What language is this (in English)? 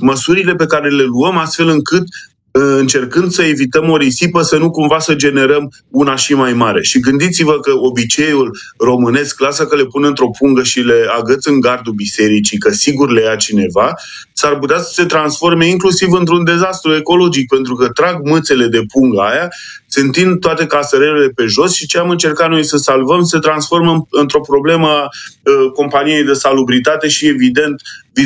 Romanian